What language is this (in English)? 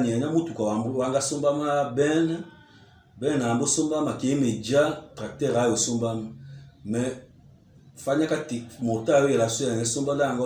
Tetela